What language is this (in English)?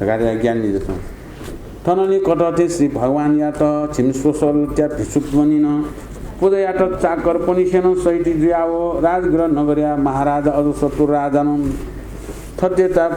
Newari